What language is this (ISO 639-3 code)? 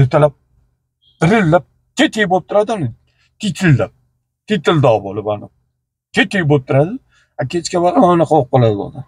uzb